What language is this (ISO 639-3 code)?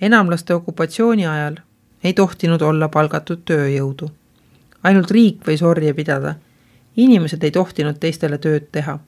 est